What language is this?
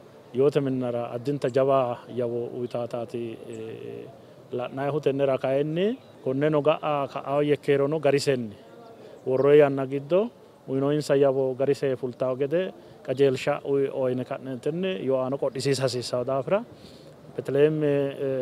Sidamo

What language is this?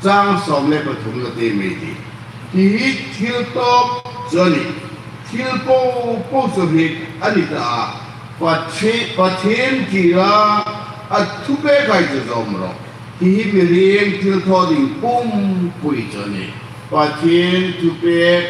Hmar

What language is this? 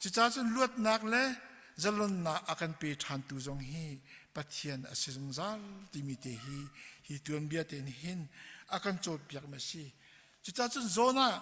Hakha Chin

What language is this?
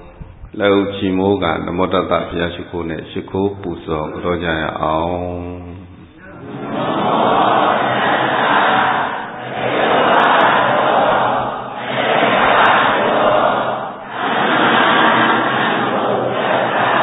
Burmese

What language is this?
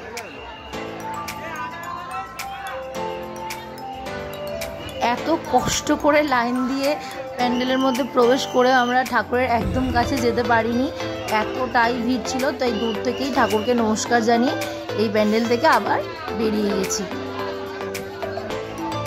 Bangla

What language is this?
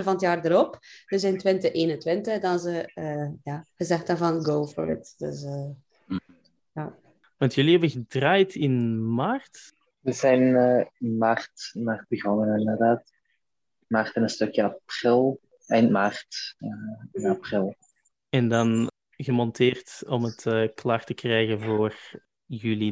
Dutch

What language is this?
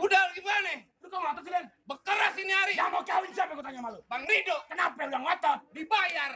Betawi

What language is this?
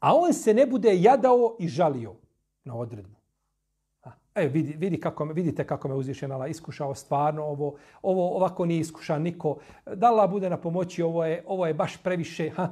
Bosnian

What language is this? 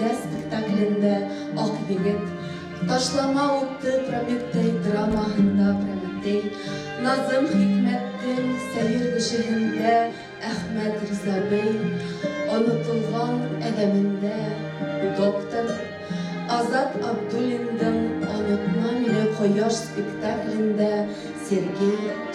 Bashkir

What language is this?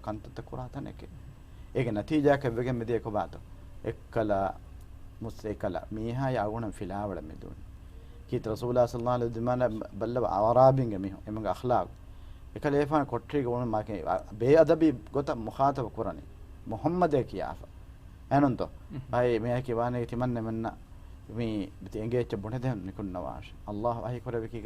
Divehi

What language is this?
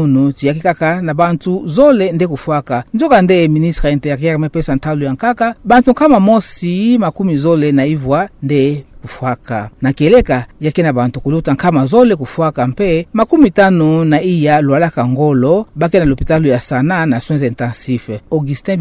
Kituba (Democratic Republic of Congo)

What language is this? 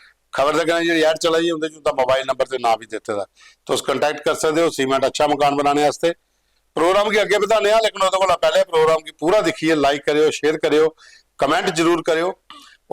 Dogri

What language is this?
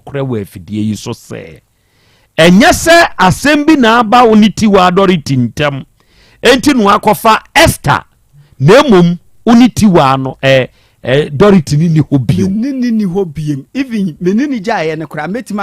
Akan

